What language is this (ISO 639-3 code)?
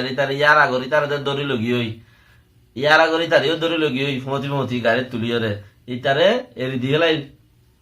rhg